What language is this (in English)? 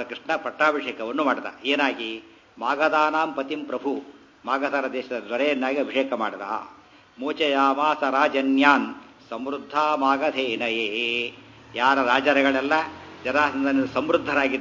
Kannada